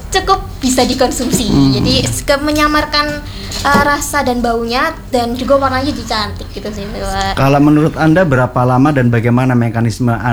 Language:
Indonesian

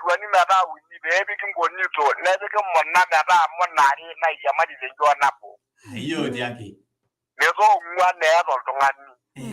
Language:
Masai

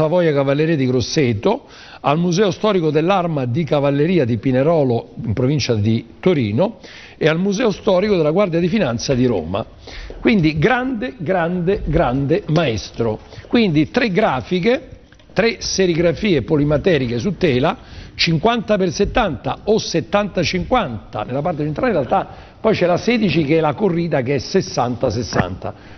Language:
Italian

